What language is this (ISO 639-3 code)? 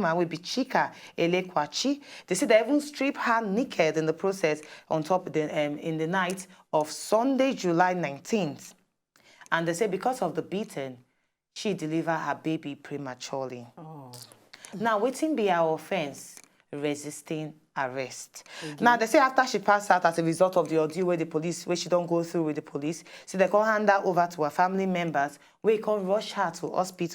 pcm